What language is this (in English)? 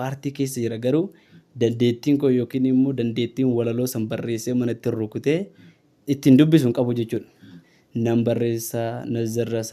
Oromo